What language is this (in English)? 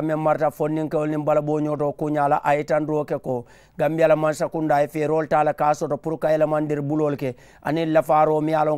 Mandingo